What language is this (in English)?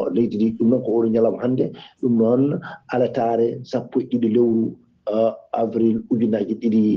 Fula